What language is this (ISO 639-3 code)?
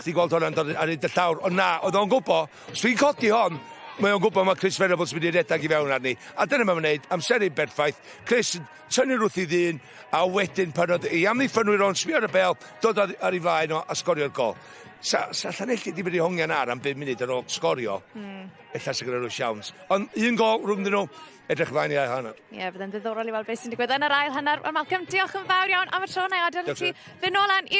cym